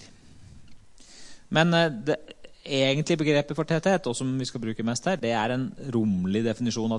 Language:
Norwegian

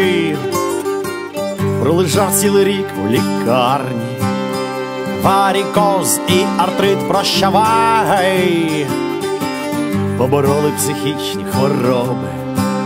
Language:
Ukrainian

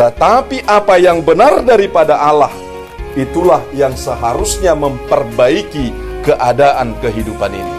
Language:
Batak Toba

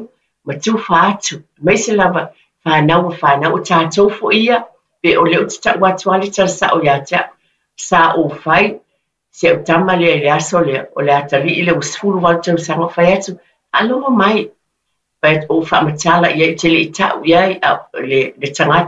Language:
Samoan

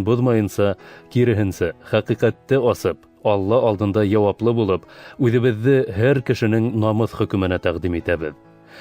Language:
Bashkir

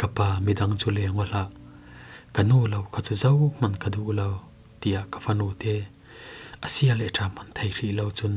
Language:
Falam Chin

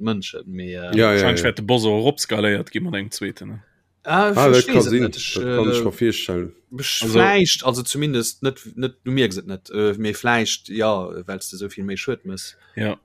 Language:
Luxembourgish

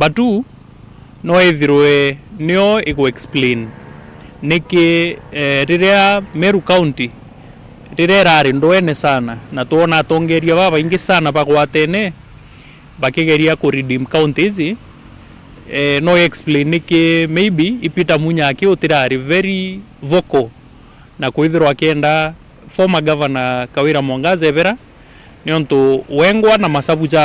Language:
Meru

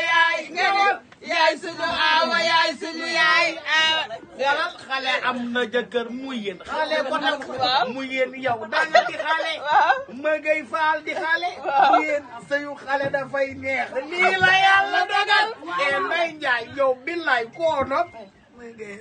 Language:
Wolof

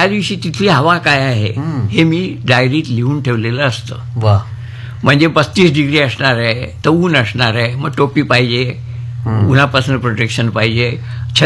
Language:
Marathi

